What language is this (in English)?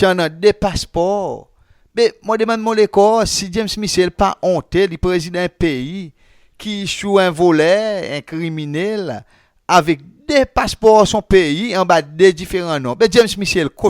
Seselwa Creole French